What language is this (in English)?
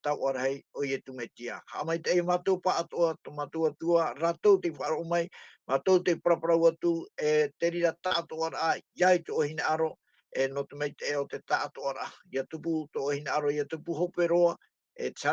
Tahitian